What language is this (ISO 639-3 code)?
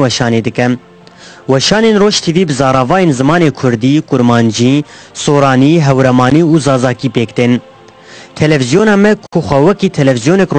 kur